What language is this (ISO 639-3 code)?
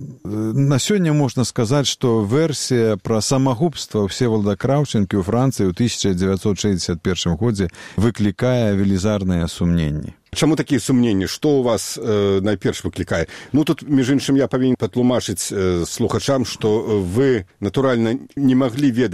bel